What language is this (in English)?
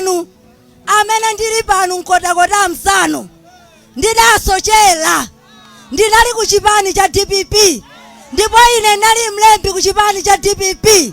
Nyanja